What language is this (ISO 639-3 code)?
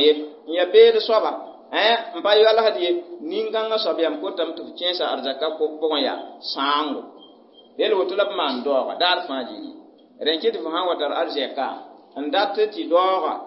mos